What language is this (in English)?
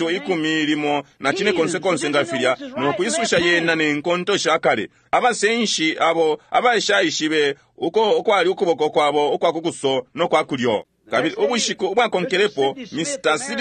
Bemba